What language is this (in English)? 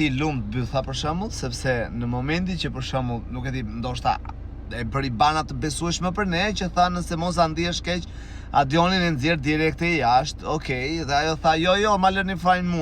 Albanian